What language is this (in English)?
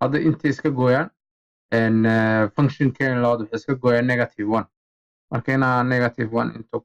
Somali